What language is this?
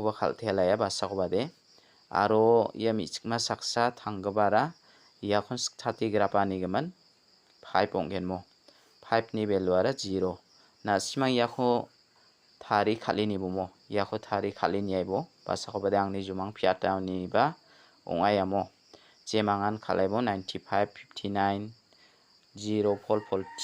Garo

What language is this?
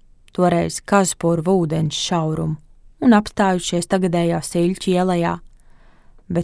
Latvian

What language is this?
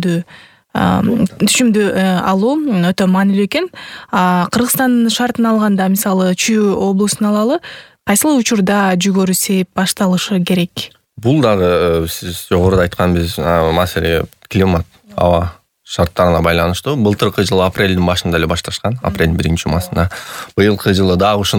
Kyrgyz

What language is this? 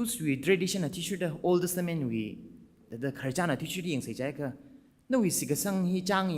Tangkhul Naga (India)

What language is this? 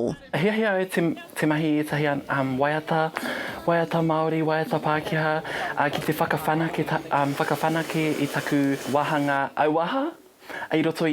Māori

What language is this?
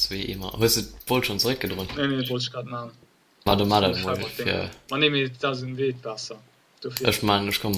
Luxembourgish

